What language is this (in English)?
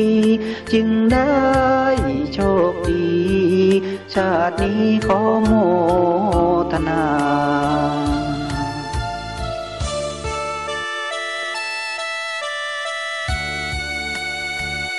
Thai